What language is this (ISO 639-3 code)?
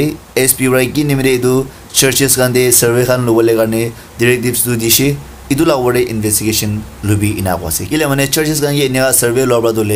nag